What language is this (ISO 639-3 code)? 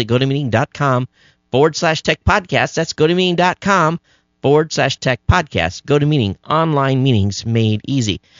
eng